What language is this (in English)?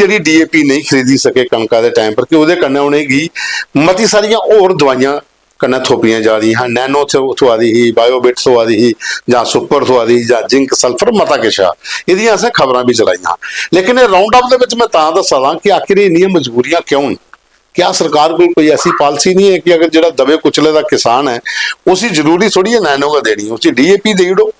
Dogri